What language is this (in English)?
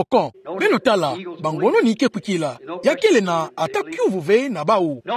Kituba (Democratic Republic of Congo)